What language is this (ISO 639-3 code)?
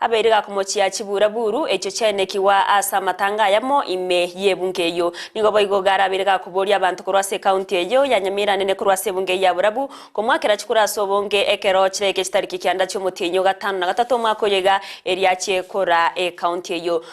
guz